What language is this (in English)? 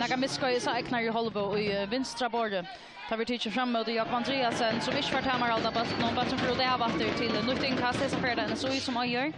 Faroese